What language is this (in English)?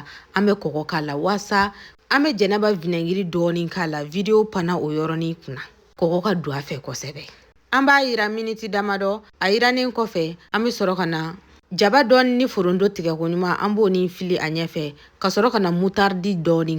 Bambara